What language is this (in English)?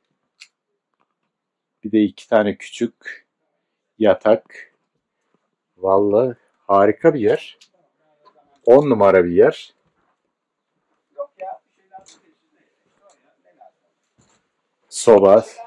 Turkish